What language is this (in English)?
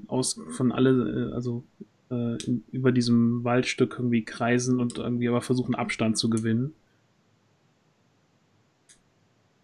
German